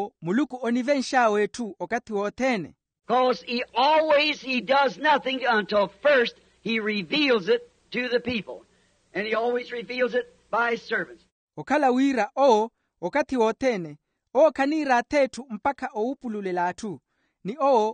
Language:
Makhuwa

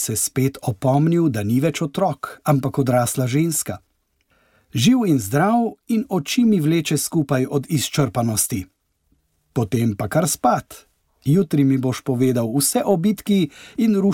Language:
Slovenian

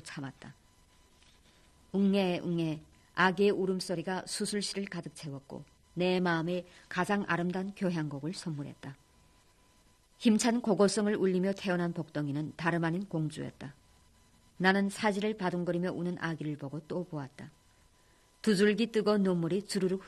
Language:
Korean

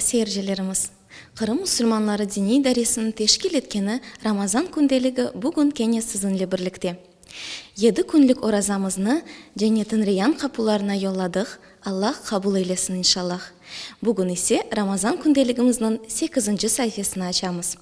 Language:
Crimean Tatar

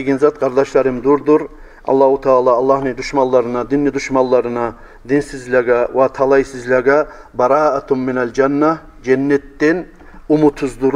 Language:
Kumyk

